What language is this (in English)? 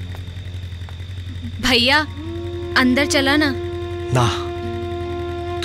Bhojpuri